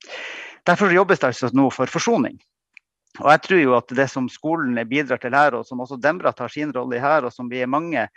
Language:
Norwegian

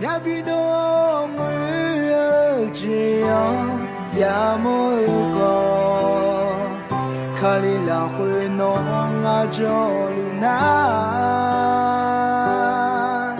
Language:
Akha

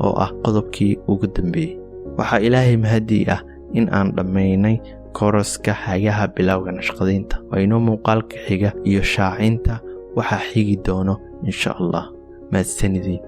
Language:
Somali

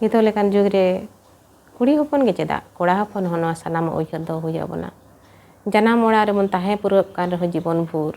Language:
Santali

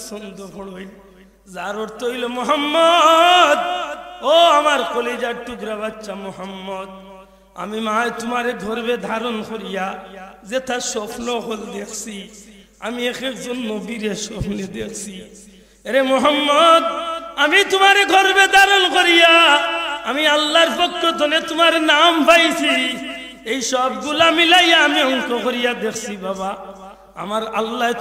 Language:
Sylheti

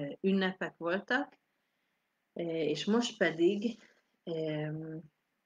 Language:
Hungarian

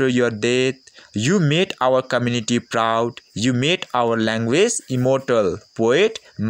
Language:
Limbu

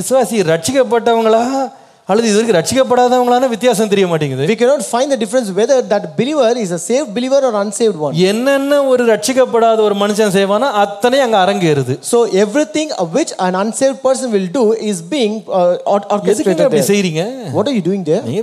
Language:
Tamil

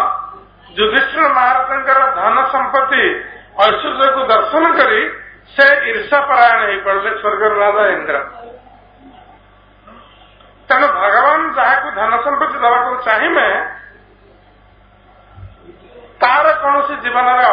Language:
Odia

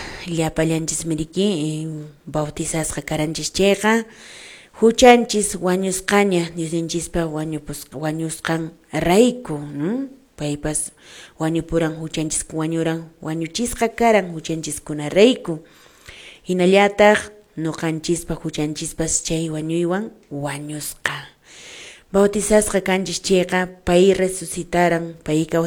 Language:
Quechua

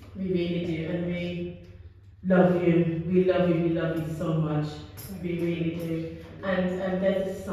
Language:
English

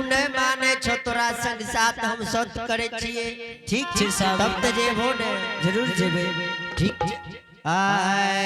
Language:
Angika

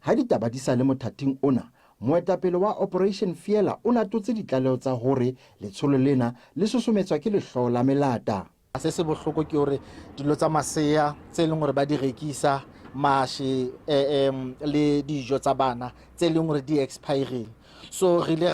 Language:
Tswana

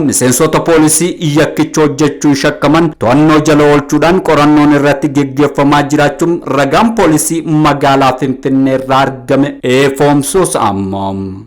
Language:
Oromo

